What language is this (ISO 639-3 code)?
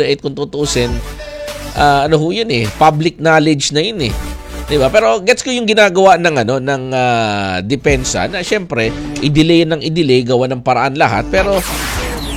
fil